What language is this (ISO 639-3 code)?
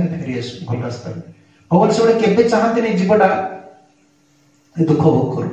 ori